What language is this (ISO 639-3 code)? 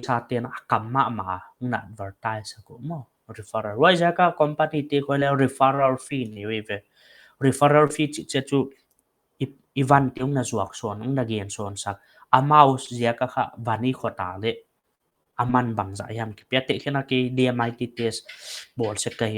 pck